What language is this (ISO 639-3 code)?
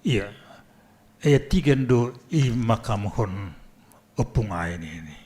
bts